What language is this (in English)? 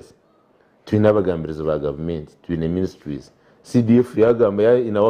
Nyankole